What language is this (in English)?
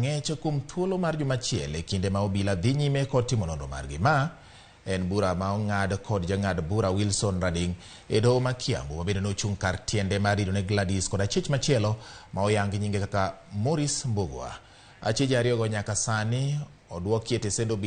Luo (Kenya and Tanzania)